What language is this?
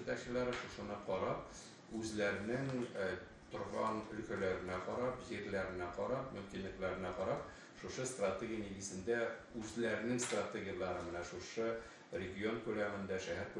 Tatar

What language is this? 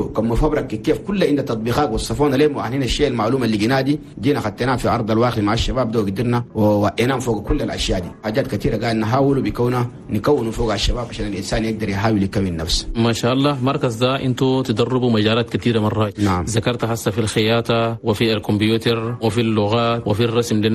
Chadian Arabic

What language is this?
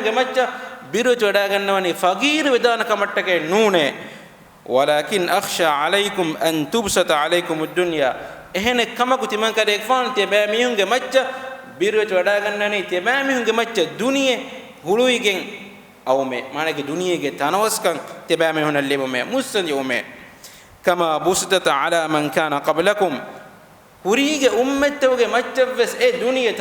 Divehi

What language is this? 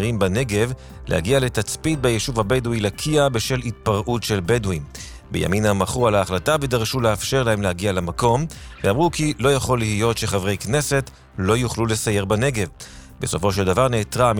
Hebrew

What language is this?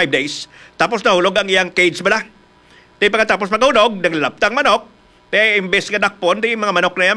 Hiligaynon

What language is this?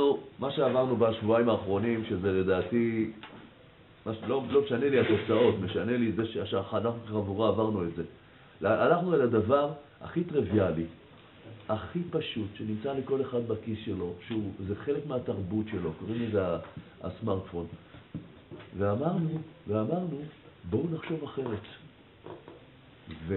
Hebrew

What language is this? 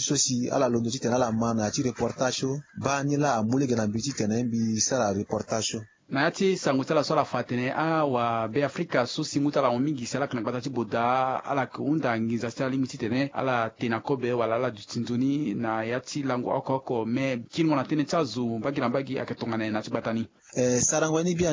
Sango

